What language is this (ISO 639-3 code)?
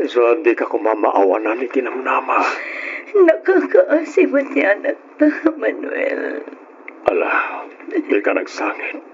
ilo